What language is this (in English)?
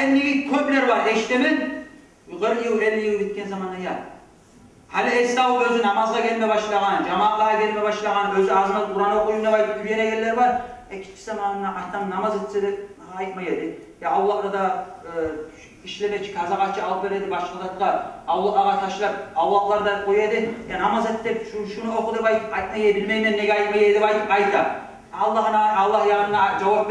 Kumyk